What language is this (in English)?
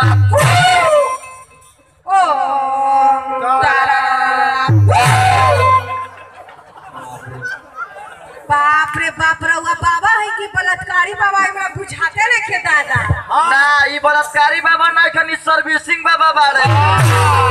Bhojpuri